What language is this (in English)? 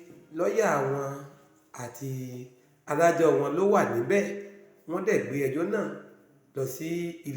Yoruba